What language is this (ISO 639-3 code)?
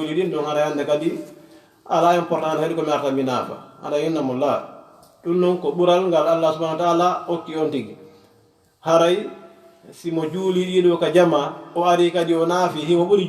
ful